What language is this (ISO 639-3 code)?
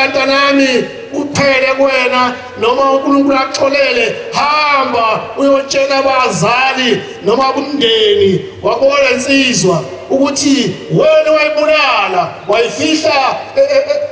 zul